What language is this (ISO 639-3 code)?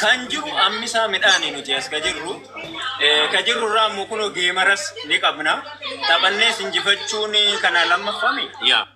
orm